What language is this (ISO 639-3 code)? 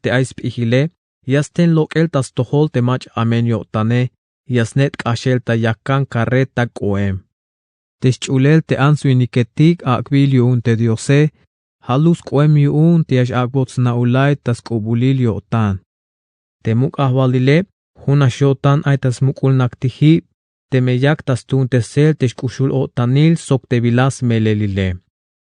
tzh